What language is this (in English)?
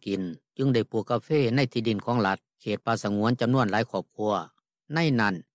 Lao